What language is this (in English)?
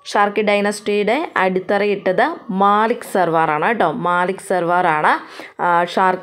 Malayalam